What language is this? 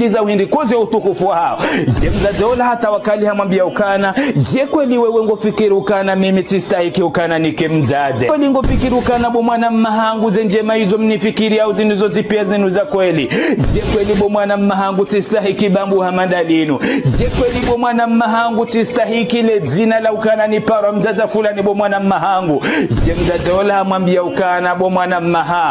Ngazidja Comorian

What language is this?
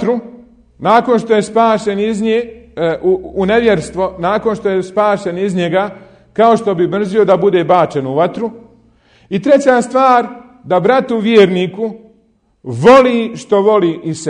Bosnian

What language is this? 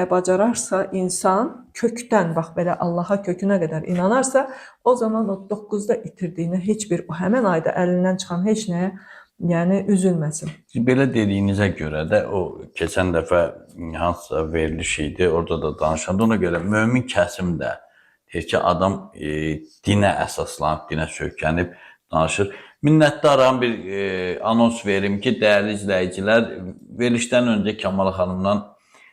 Azerbaijani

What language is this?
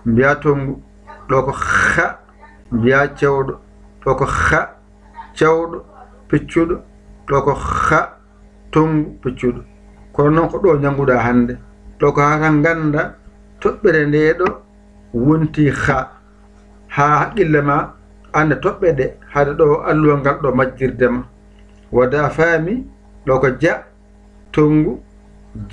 Fula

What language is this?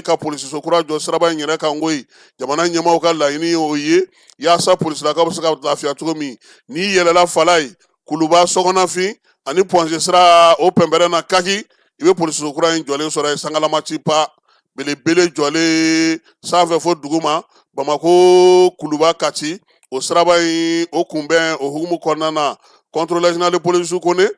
Bambara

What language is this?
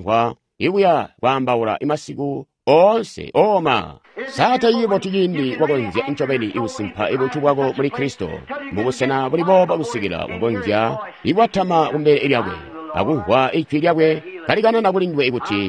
Tonga (Zambia)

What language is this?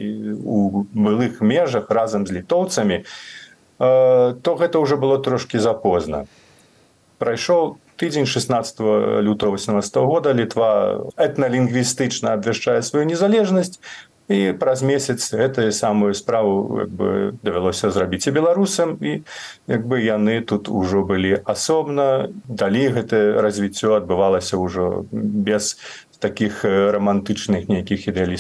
Belarusian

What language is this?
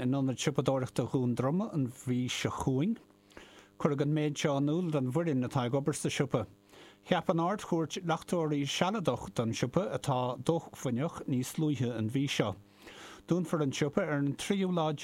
Irish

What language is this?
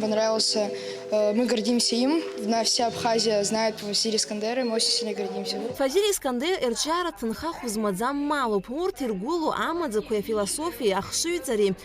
Abkhazian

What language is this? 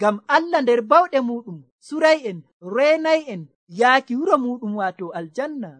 Nigerian Fulfulde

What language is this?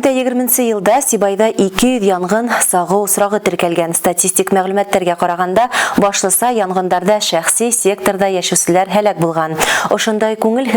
Bashkir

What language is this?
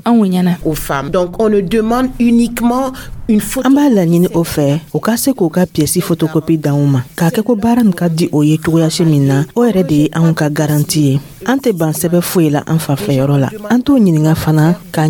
Dyula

